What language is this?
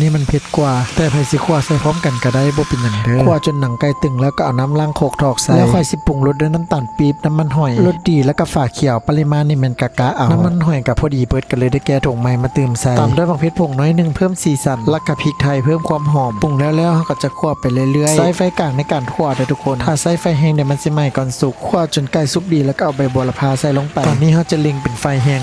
Lao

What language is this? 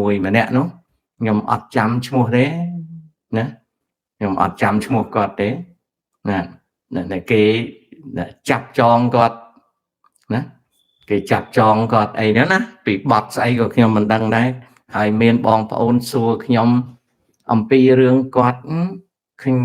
Khmer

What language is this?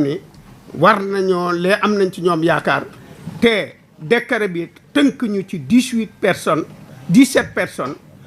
Wolof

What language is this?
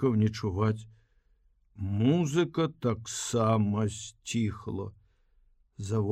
Belarusian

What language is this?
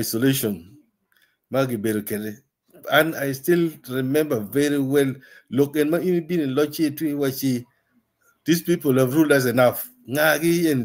Acoli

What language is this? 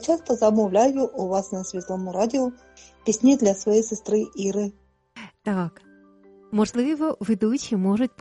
Ukrainian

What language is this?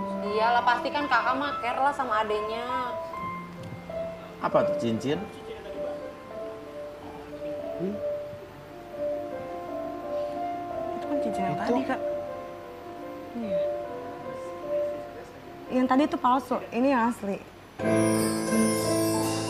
Indonesian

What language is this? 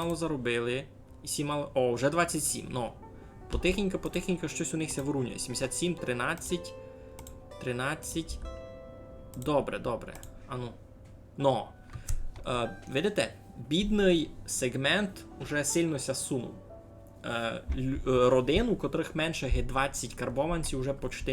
Rusyn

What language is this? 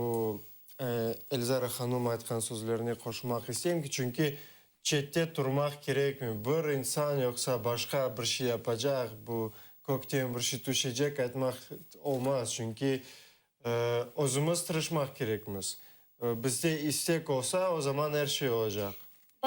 Crimean Tatar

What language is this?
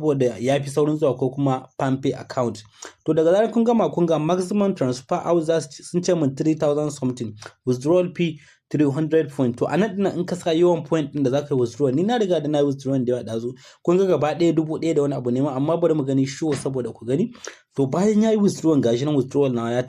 Hausa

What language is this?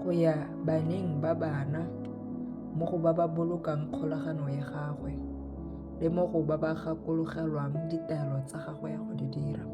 Tswana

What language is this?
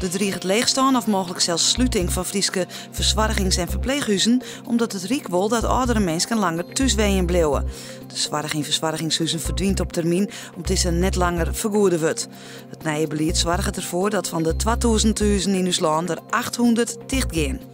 Western Frisian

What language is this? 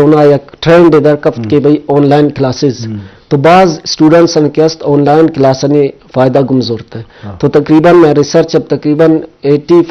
Baluchi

